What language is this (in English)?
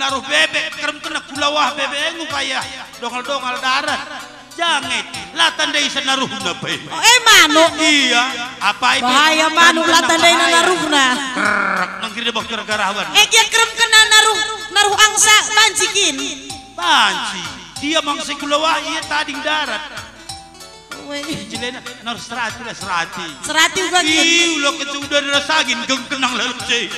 Batak Karo